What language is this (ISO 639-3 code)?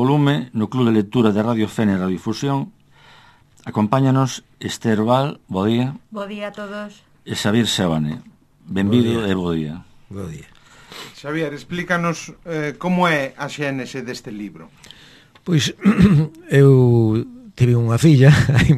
glg